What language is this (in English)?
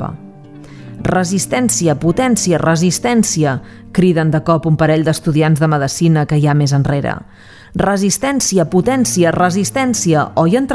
Catalan